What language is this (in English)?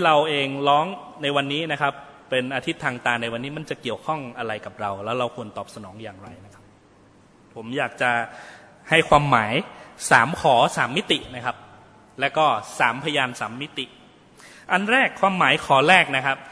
Thai